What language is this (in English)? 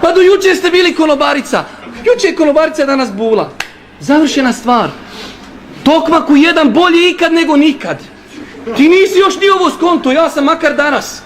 Bosnian